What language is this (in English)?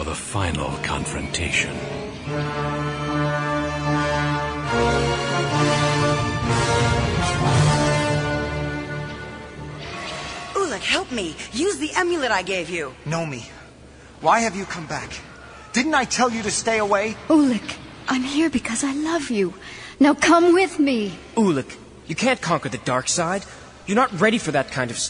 English